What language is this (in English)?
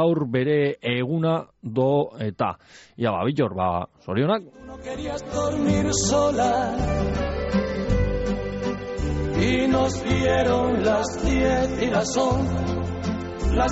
Basque